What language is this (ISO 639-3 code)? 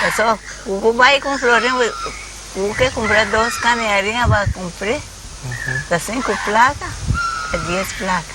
pap